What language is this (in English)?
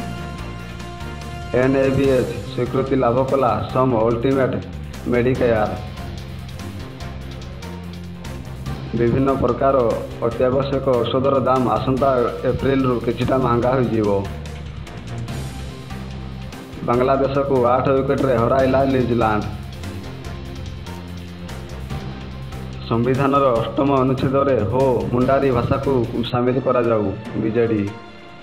Odia